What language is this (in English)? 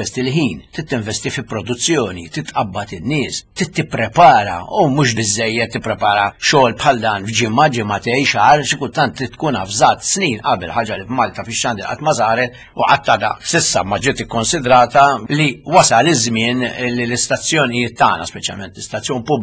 Maltese